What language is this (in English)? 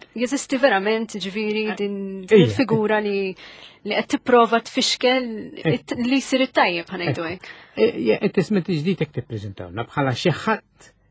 Maltese